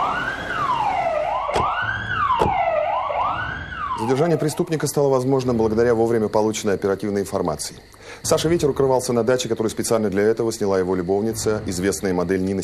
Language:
Russian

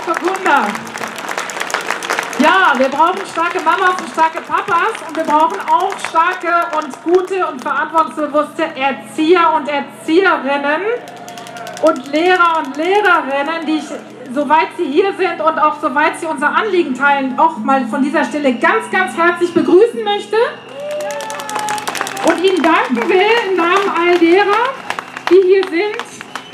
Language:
German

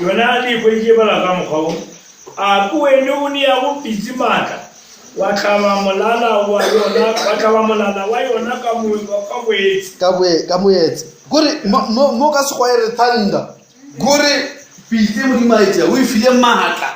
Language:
Northern Sotho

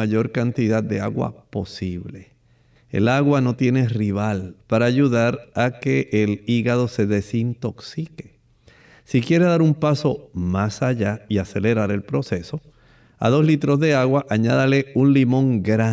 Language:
Spanish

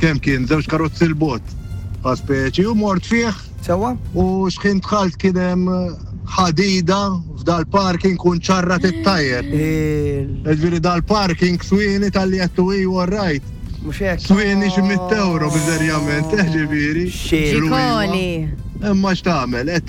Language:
Maltese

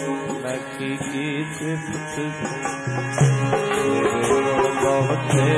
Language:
Punjabi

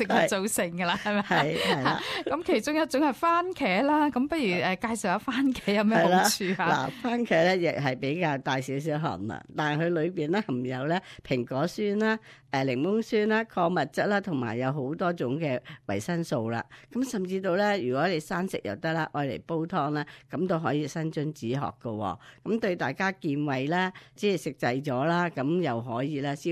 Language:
Cantonese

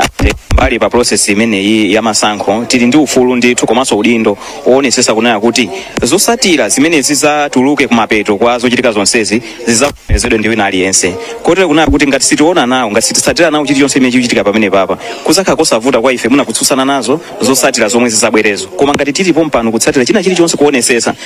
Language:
Nyanja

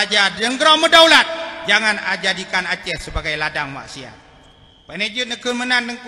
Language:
Achinese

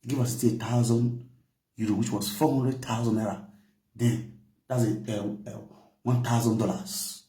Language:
Nigerian Pidgin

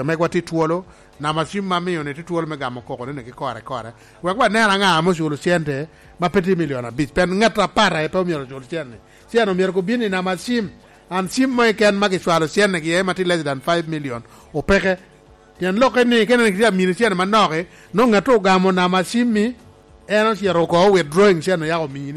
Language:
Lango (Uganda)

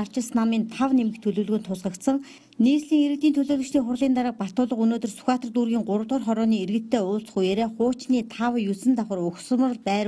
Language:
Mongolian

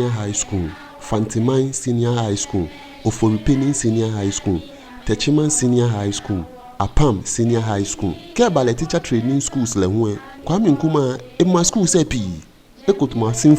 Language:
Ga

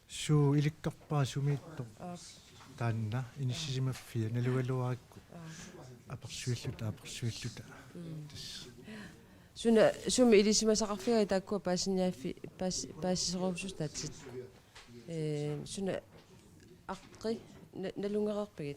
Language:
Kalaallisut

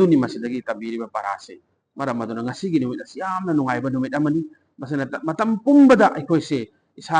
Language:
Manipuri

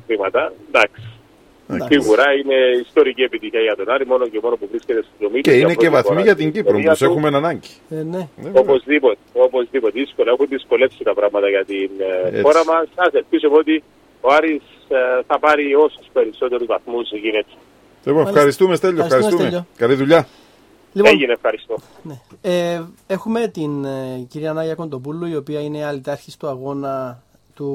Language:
Greek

